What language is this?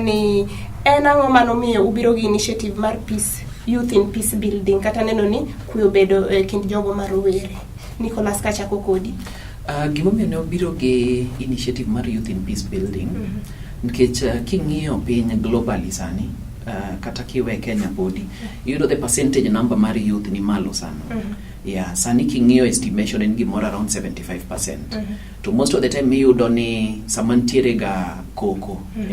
Luo (Kenya and Tanzania)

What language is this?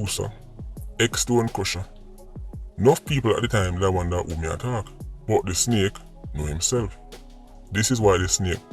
Jamaican Creole English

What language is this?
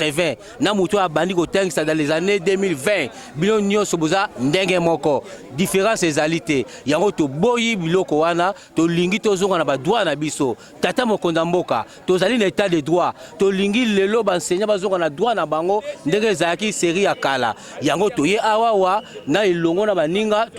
Lingala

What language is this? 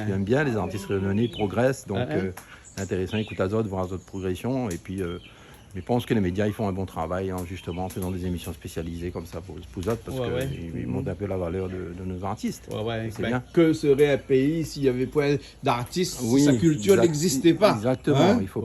Réunion Creole French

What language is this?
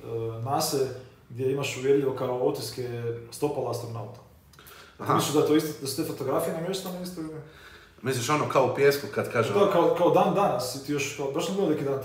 Croatian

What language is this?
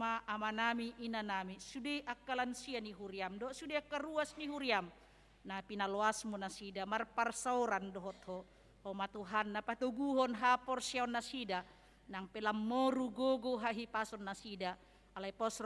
Batak Toba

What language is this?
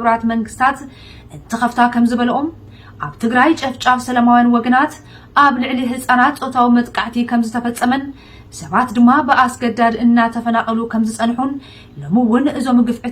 Tigrinya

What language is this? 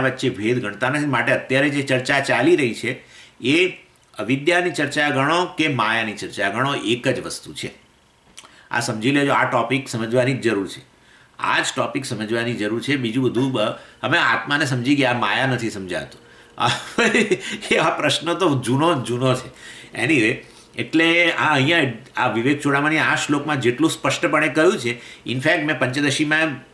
Gujarati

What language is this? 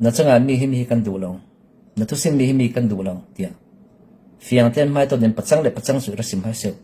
Falam Chin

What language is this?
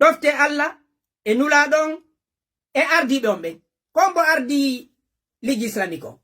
Fula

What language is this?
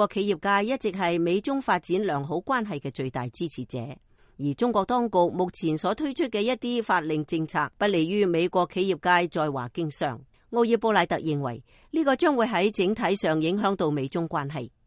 Cantonese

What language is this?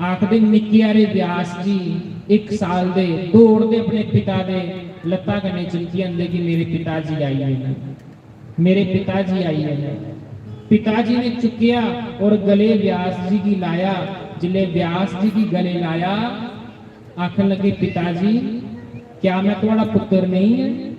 Dogri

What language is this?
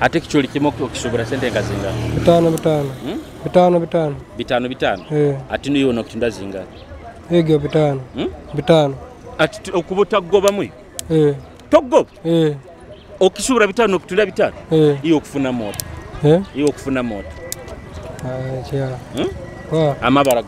Nyoro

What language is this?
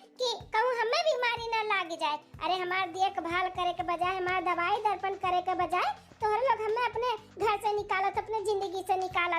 Awadhi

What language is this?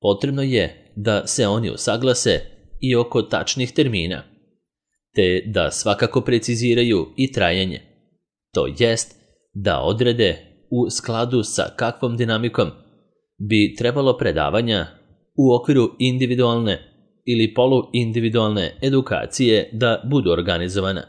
Serbian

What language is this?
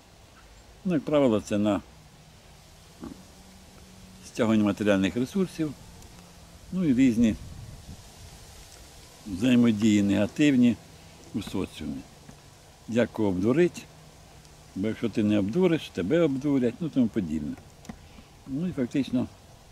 Ukrainian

